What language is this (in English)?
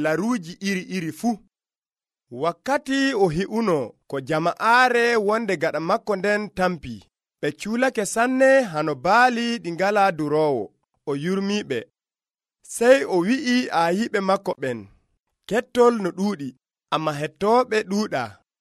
Nigerian Fulfulde